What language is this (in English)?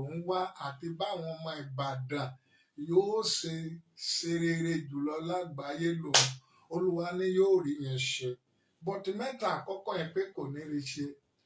Yoruba